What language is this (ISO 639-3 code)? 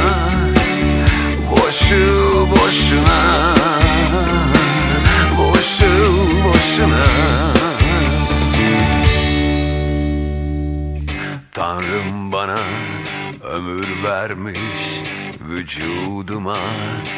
tur